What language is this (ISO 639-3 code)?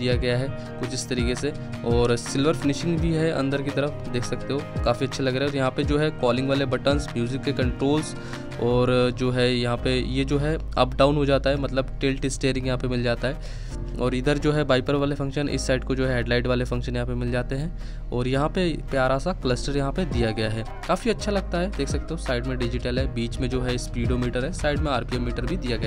hin